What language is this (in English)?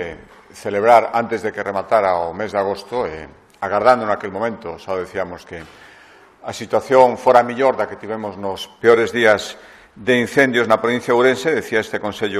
Galician